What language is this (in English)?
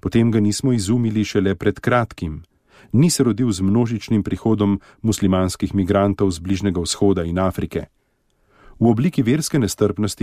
Slovenian